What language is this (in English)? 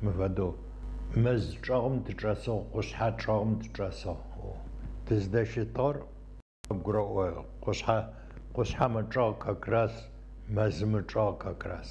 Adyghe